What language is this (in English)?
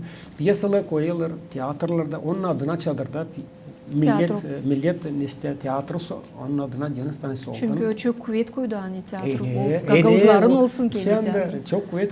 Gagauz